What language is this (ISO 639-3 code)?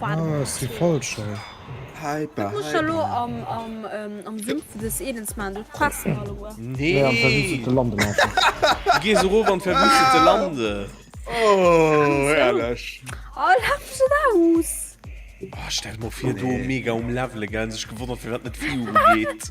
ltz